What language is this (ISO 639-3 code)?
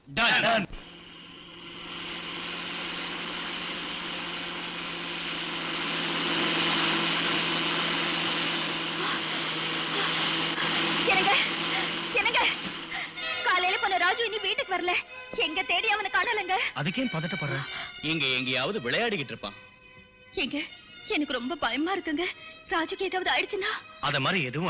tam